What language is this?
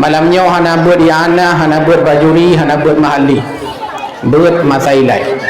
Achinese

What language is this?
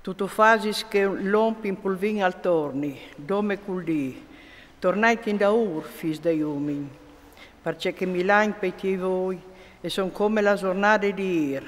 Friulian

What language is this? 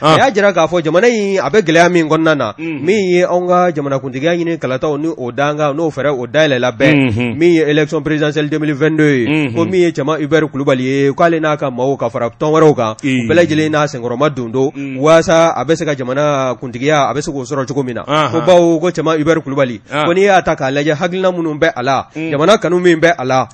Bambara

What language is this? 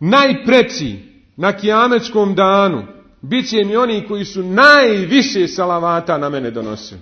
Bosnian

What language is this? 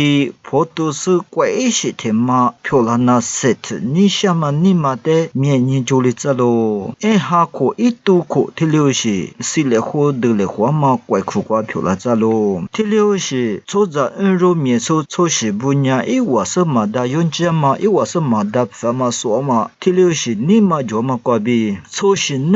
Lisu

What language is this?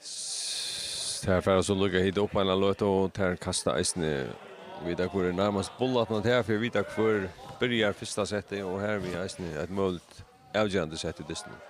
Faroese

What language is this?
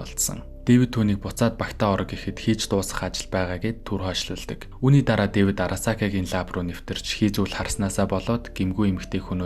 Mongolian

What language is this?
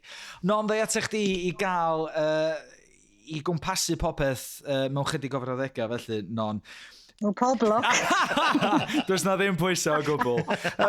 Welsh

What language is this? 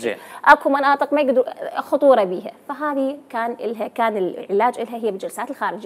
Mesopotamian Arabic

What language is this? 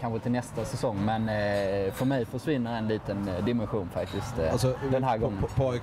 Swedish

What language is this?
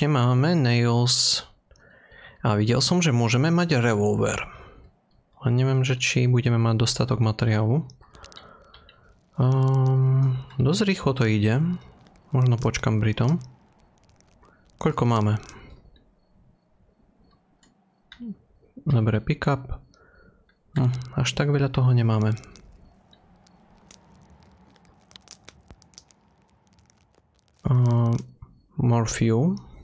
Slovak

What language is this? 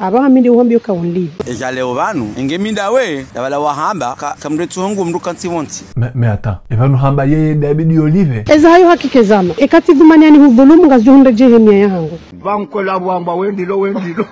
Ngazidja Comorian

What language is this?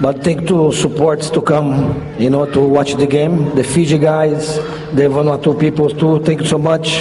Bislama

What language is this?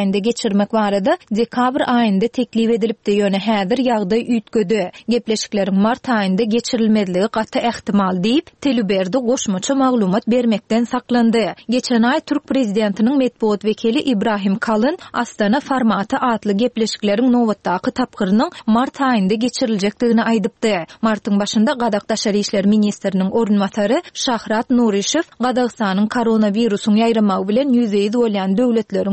Turkmen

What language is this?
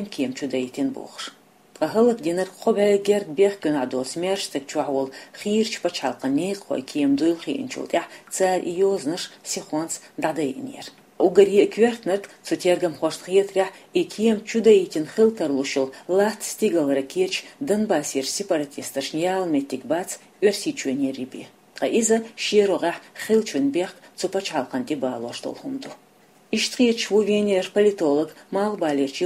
Chechen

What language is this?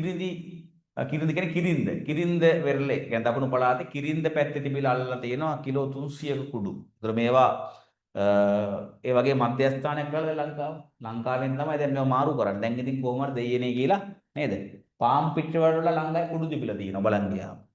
Sinhala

